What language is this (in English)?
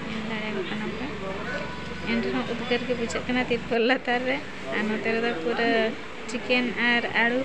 Santali